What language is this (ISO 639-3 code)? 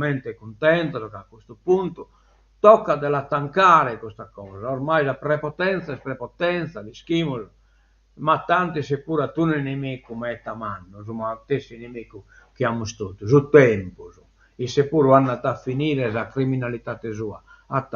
srd